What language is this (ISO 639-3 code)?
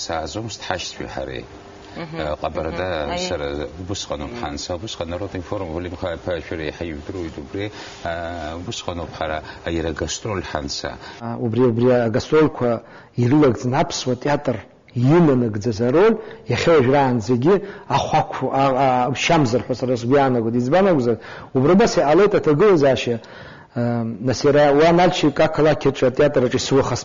abk